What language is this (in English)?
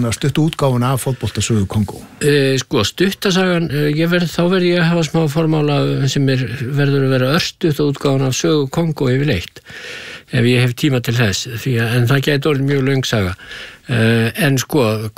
Icelandic